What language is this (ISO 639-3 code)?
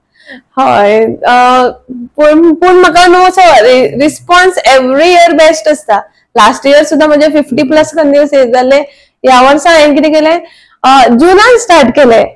kok